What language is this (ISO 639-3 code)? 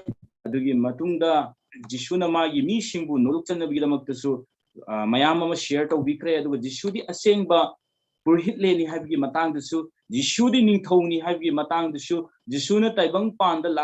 mni